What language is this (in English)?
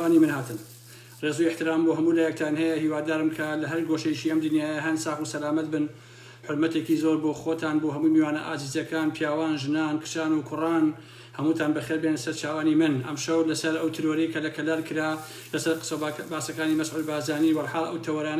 Central Kurdish